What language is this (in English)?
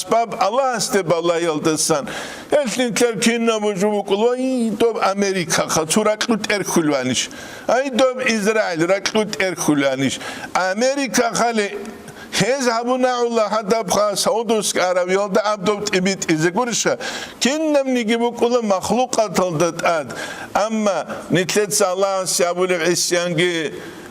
Avaric